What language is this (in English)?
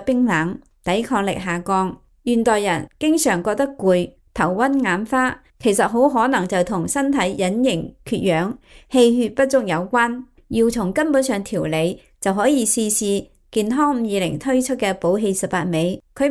Cantonese